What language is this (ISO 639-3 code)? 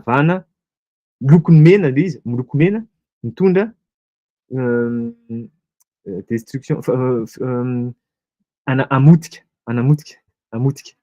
mlg